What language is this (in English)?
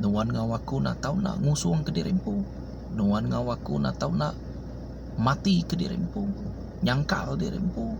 Iban